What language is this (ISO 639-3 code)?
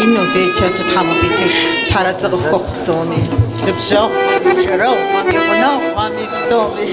kbd